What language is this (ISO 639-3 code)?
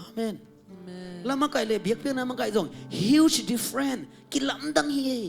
ctd